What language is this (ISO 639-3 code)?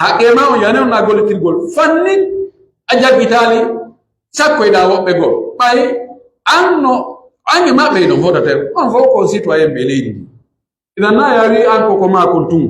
fuf